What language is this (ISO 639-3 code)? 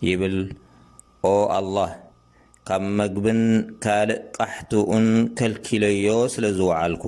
tir